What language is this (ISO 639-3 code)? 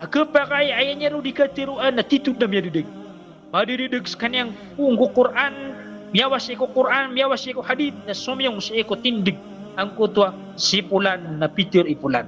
mrw